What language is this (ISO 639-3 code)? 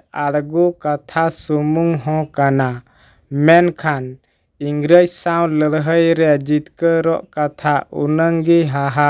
sat